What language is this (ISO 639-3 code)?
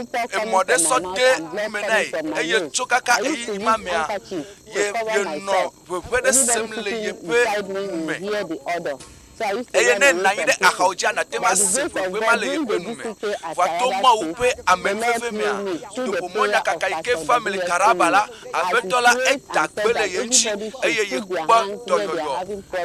ewe